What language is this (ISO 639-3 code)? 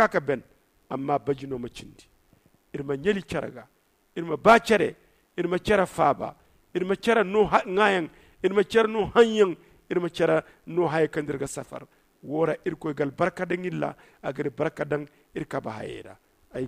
dje